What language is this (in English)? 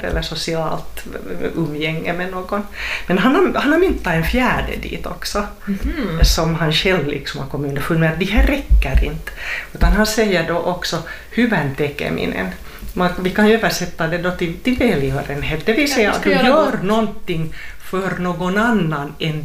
Swedish